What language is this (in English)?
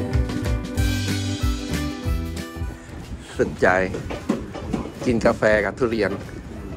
Thai